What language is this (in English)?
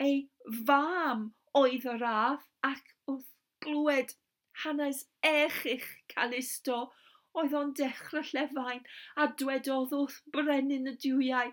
Welsh